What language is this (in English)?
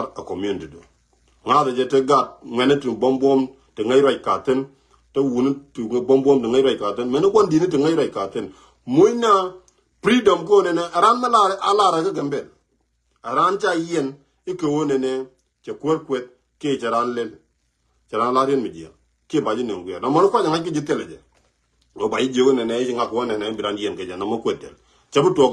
Nuer